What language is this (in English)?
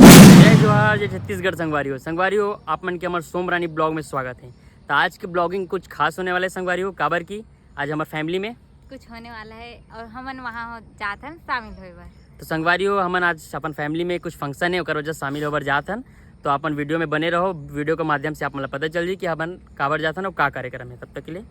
Chhattisgarhi